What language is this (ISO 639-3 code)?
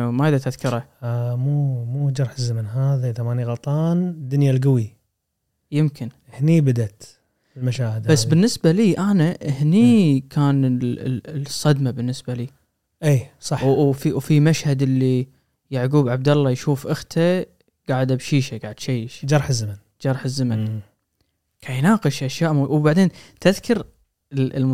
afb